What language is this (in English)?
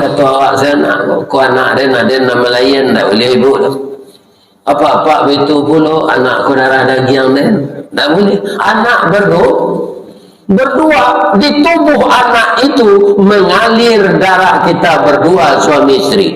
Minangkabau